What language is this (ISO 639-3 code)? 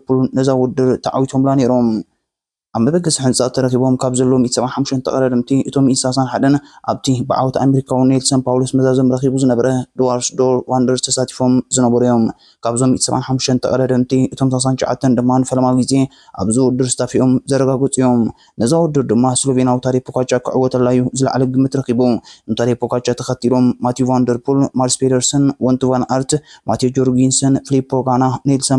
tir